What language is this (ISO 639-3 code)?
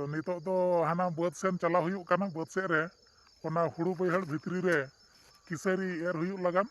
sat